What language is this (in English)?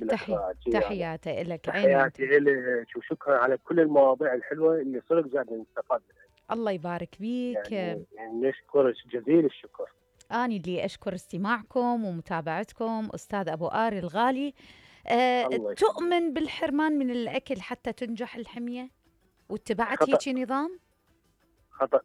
Mesopotamian Arabic